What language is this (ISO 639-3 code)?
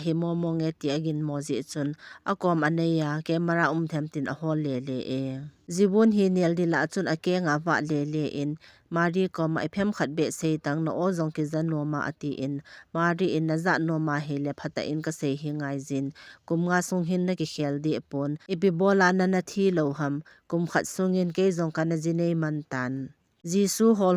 tcz